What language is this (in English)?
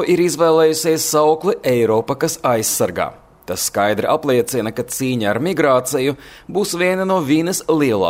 Latvian